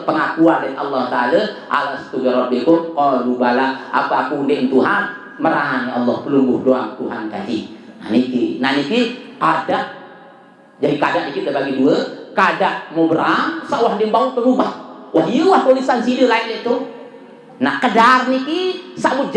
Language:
Sasak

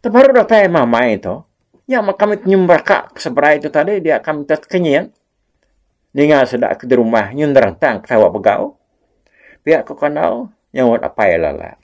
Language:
Iban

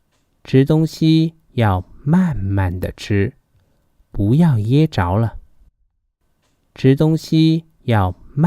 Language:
Hakka Chinese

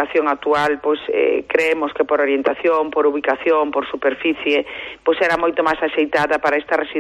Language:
Galician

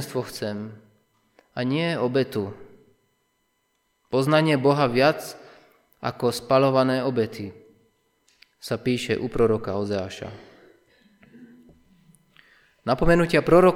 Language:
Slovak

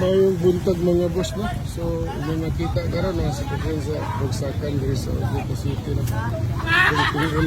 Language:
Cebuano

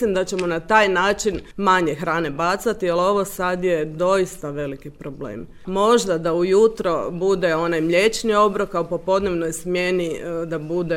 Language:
Serbian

